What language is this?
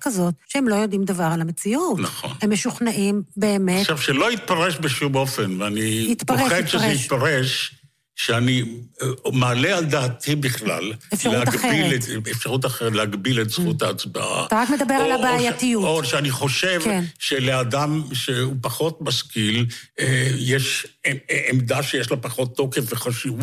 Hebrew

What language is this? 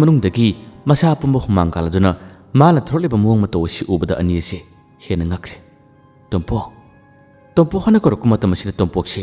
Manipuri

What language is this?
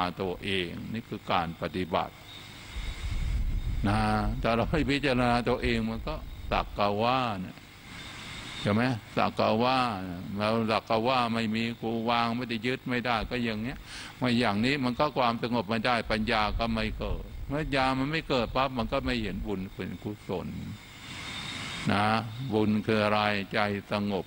Thai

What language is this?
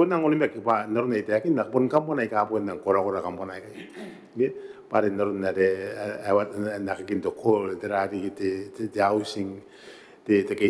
Gilbertese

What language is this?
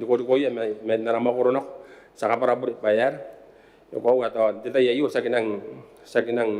Gilbertese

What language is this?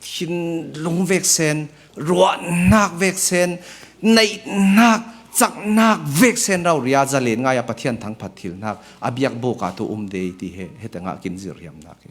Falam Chin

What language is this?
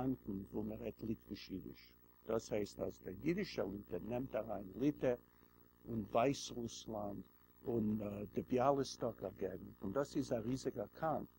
Yiddish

